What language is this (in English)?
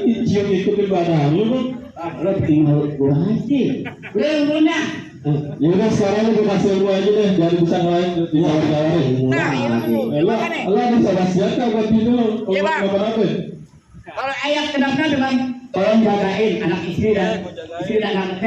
Betawi